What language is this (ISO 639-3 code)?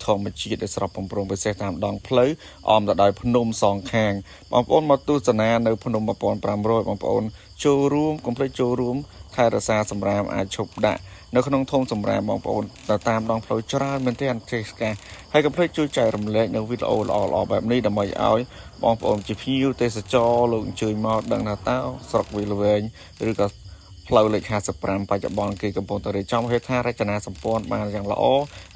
khm